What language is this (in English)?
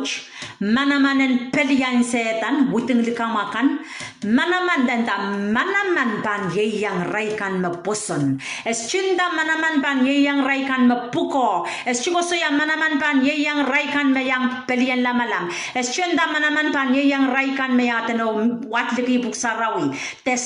Pohnpeian